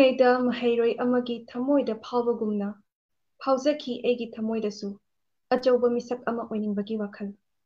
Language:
Manipuri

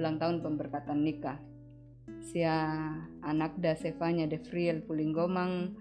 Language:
Toraja-Sa'dan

